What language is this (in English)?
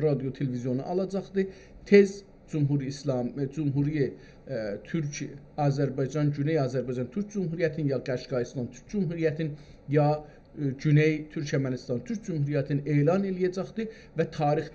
South Azerbaijani